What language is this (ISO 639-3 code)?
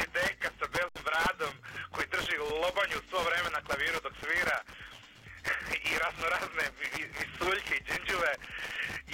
srp